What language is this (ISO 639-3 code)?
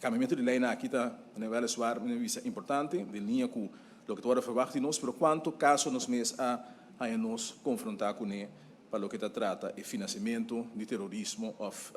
pap